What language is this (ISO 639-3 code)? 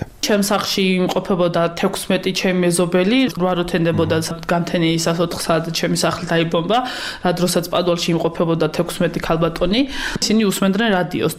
kat